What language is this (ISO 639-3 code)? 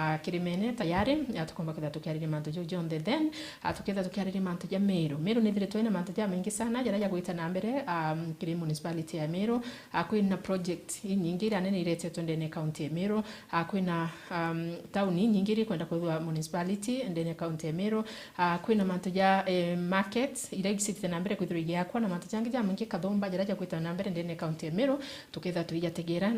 mer